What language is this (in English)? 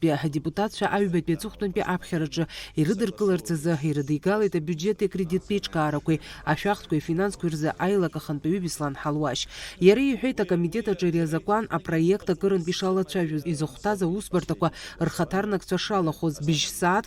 Abkhazian